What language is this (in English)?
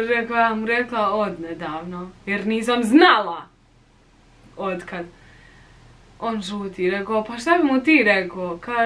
Bosnian